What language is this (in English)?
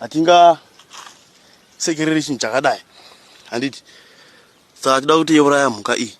Shona